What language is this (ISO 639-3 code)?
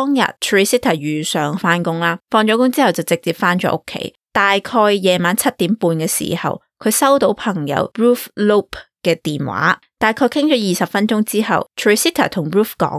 yue